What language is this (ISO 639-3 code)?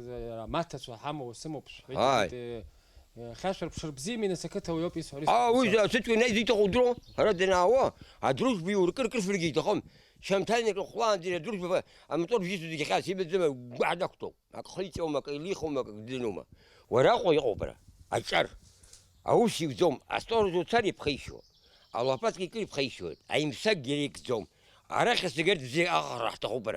abk